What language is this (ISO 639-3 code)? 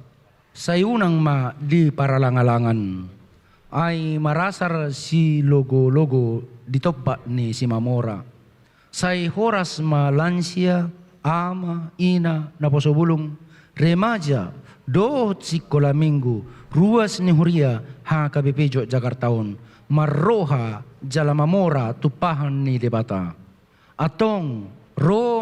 bbc